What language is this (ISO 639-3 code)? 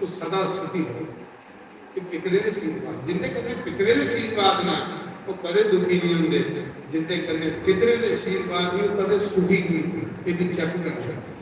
doi